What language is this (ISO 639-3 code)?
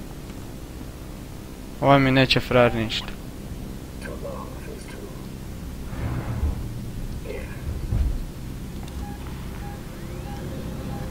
hrv